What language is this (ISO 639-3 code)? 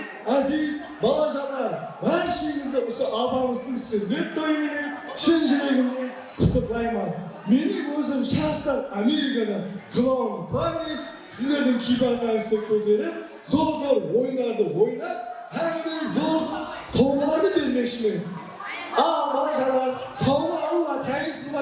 kaa